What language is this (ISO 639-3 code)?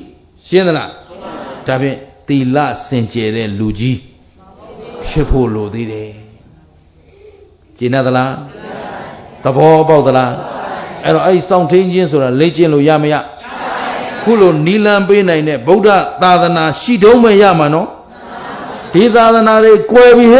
mya